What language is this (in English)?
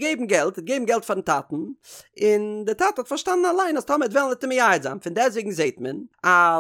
Yiddish